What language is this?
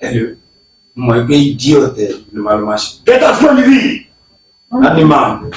Yoruba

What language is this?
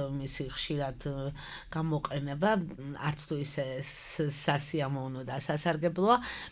Georgian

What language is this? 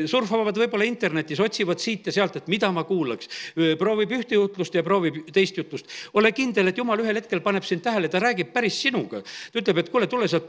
Estonian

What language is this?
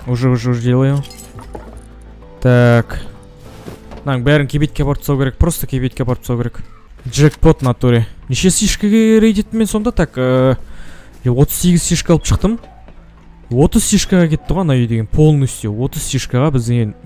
Kazakh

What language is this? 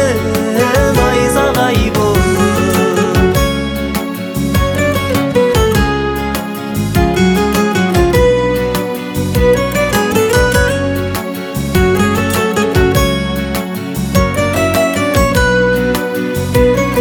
Kazakh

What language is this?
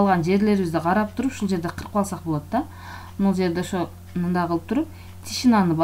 Kyrgyz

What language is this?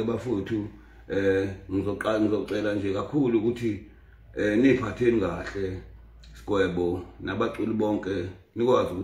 Zulu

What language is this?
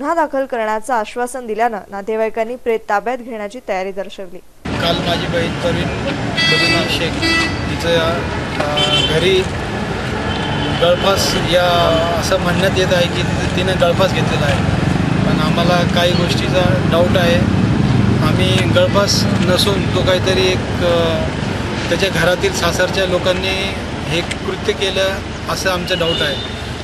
Marathi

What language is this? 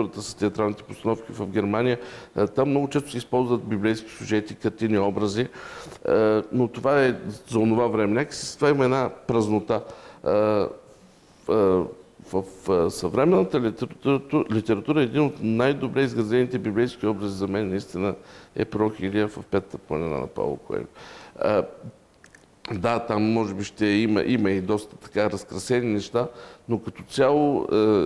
Bulgarian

